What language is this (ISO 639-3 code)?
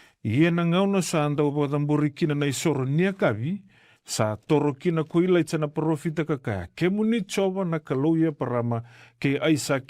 fij